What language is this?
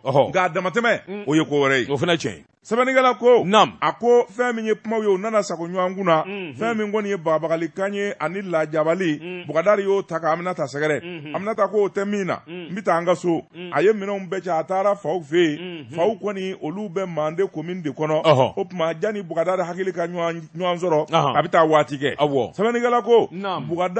Bambara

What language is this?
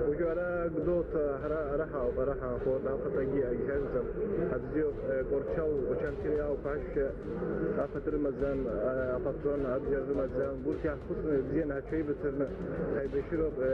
Abkhazian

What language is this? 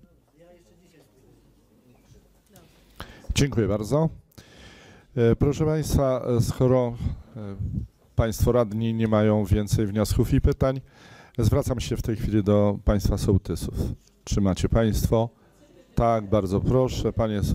Polish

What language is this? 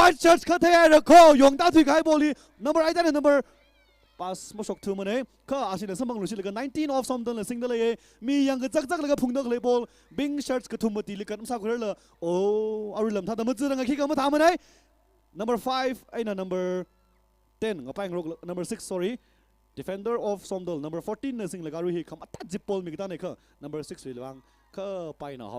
Tangkhul Naga (India)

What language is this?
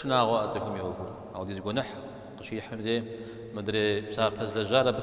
Kabardian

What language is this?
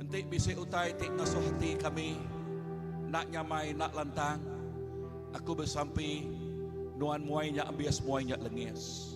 Iban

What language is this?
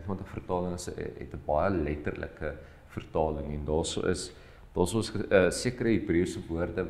Afrikaans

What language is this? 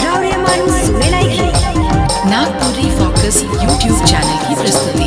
Sadri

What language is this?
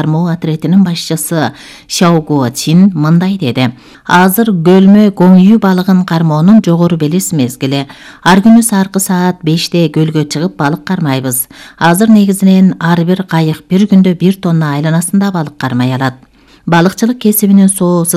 Kyrgyz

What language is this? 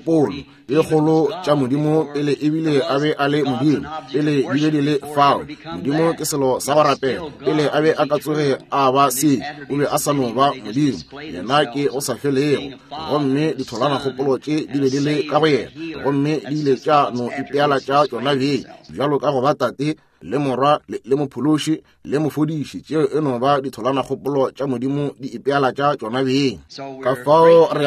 Northern Sotho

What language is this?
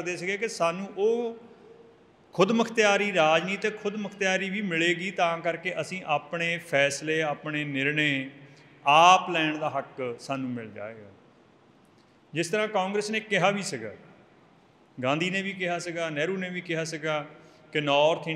Punjabi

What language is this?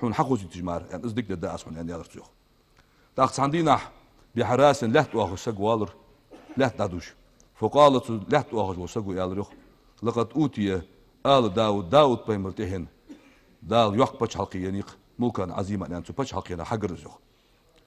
Ingush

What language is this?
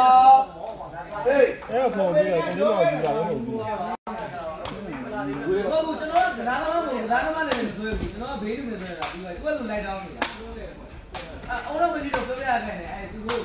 Burmese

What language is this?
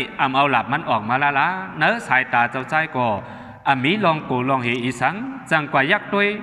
Shan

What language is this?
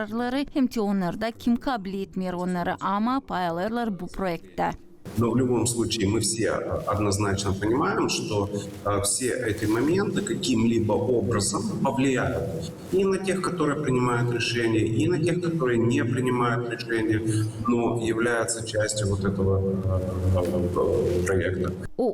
Gagauz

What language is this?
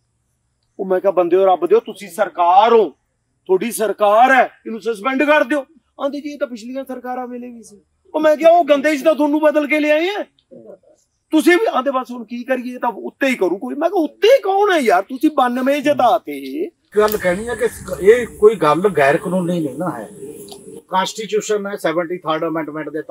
Punjabi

